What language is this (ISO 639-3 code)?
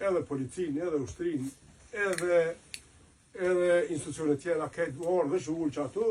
sqi